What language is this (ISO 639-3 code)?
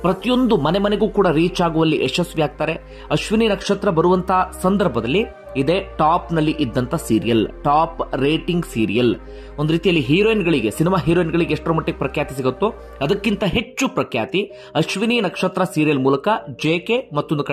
kan